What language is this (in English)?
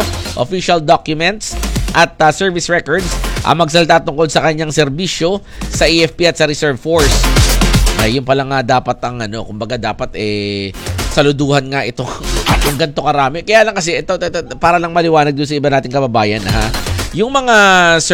Filipino